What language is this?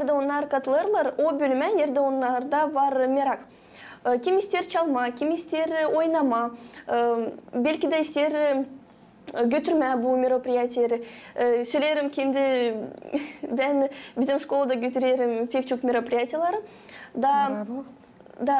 Gagauz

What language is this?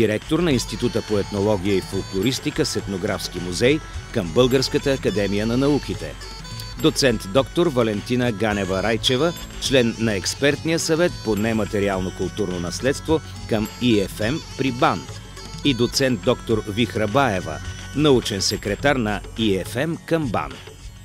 Bulgarian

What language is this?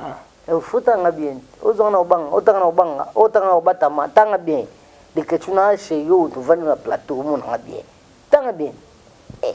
Lingala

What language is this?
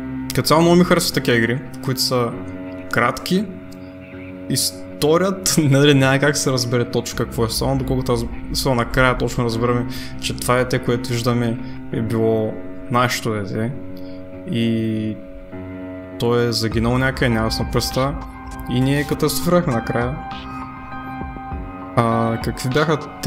Bulgarian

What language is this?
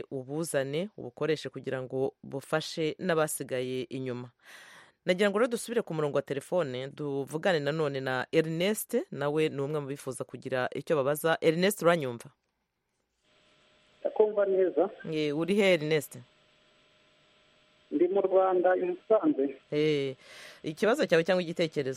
Kinyarwanda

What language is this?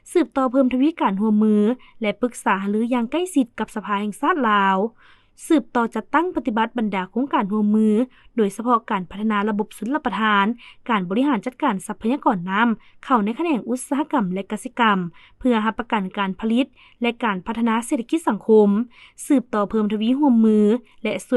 Lao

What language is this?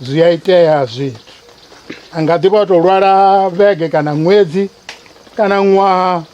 Venda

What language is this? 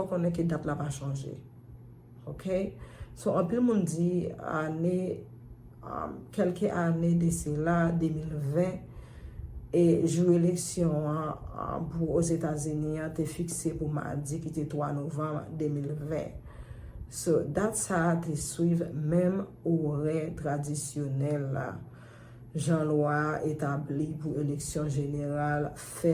Haitian Creole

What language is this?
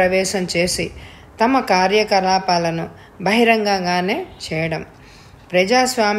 Telugu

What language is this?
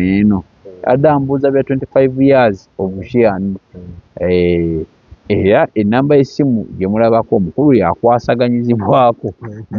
Ganda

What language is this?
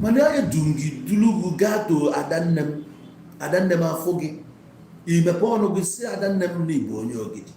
Igbo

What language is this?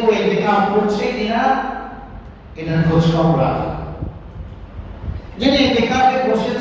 Bangla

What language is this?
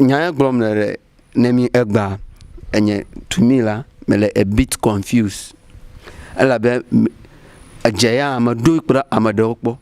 Ewe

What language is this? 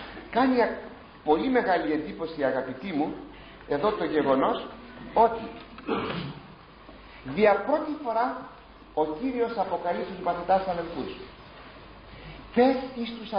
Greek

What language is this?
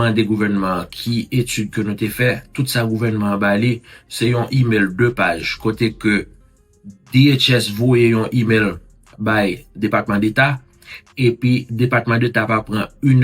Haitian Creole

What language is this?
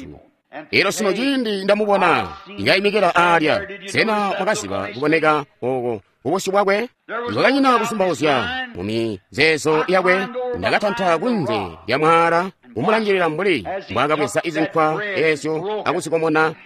Tonga (Zambia)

